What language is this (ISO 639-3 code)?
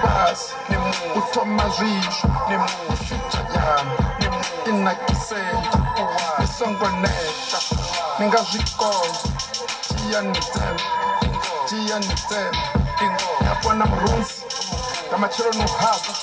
ven